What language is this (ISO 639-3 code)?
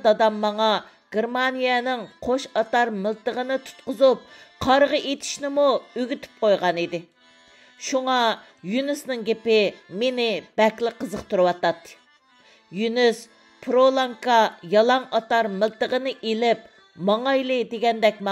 uig